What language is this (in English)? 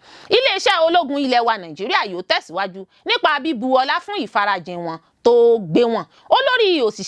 Yoruba